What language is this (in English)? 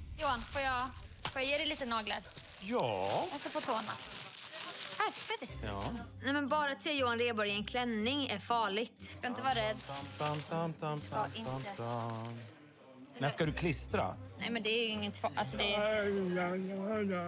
Swedish